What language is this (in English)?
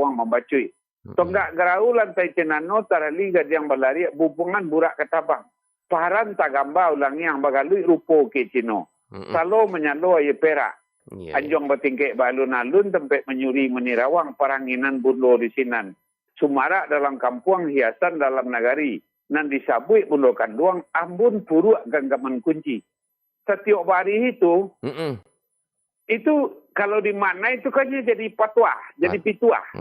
Minangkabau